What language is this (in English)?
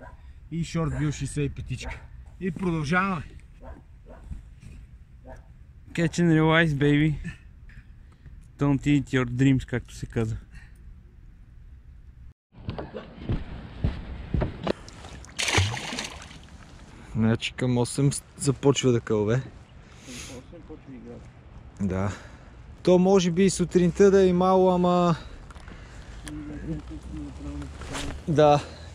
Bulgarian